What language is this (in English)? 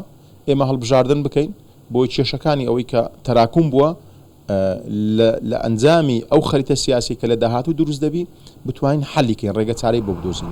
Central Kurdish